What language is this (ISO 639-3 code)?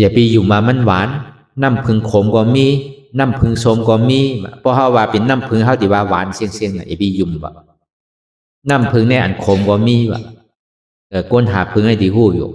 shn